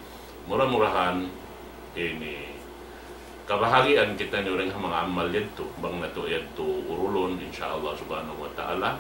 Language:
Tausug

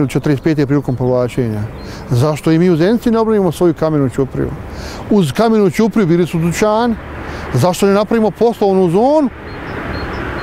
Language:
Bosnian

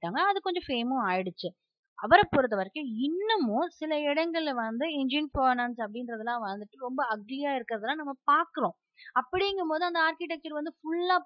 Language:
Tamil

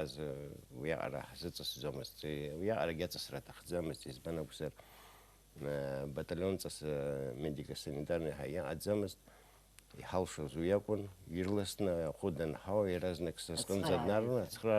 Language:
Abkhazian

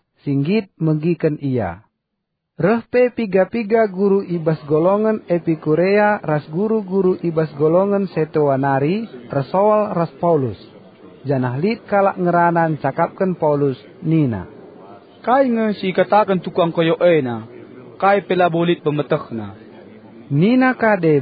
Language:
Batak Karo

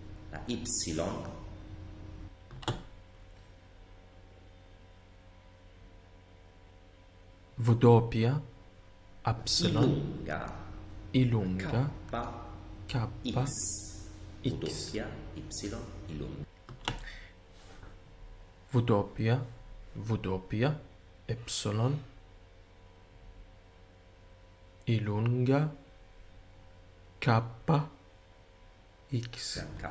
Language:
Italian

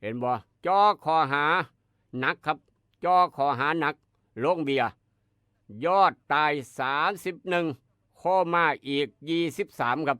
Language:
Northeastern Thai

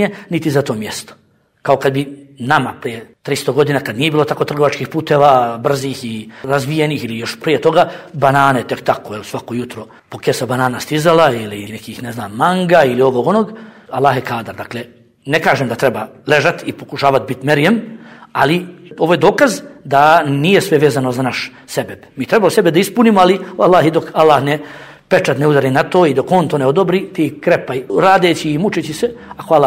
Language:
Bosnian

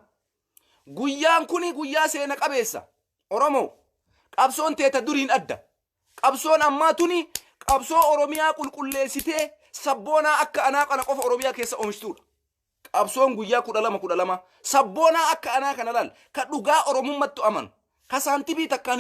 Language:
Oromo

